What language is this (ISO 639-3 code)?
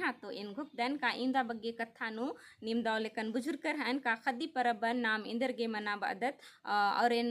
kru